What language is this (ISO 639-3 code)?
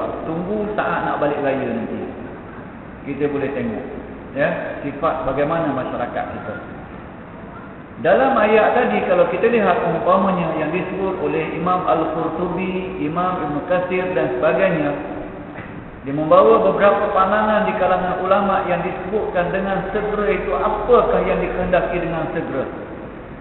msa